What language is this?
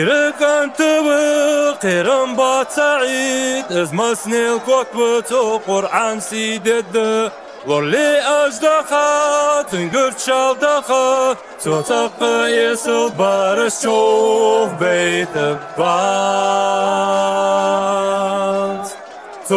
Ingush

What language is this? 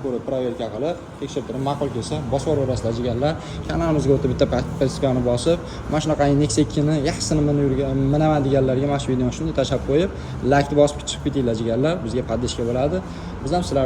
Uzbek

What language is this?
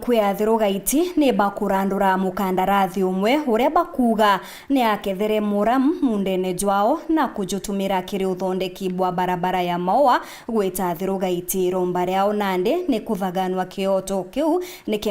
Meru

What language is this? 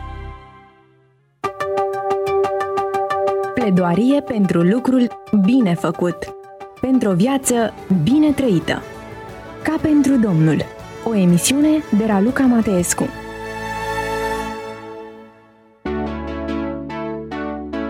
Romanian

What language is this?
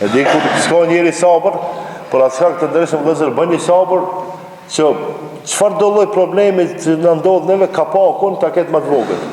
Albanian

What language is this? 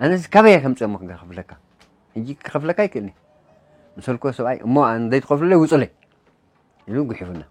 Tigrinya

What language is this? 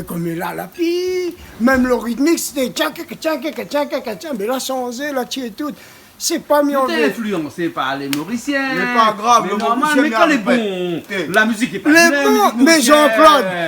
Réunion Creole French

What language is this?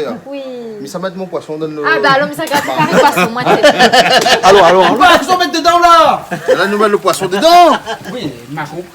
Réunion Creole French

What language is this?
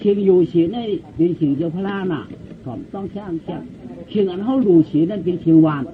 Shan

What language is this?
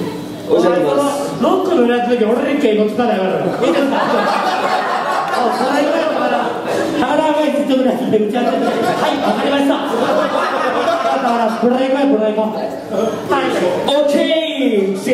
Japanese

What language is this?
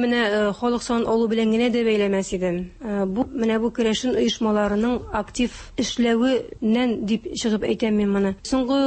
Tatar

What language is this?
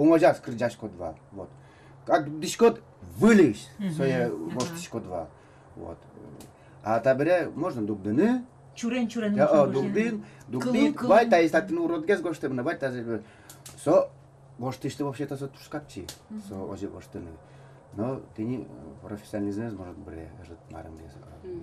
Udmurt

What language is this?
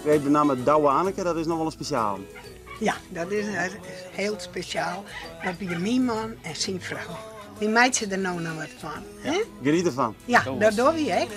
Western Frisian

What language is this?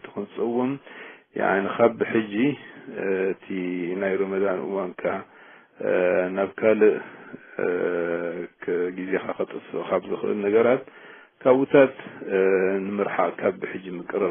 Tigrinya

